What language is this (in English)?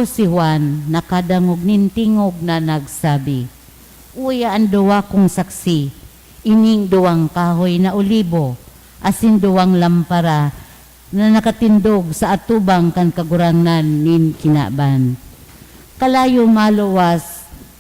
Bikol